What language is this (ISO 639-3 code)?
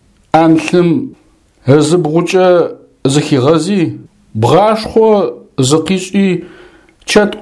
ady